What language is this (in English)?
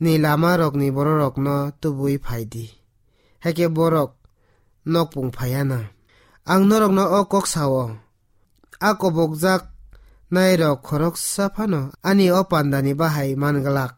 Kok Borok